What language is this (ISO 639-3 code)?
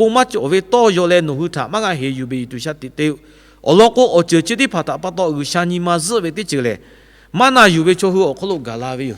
lhu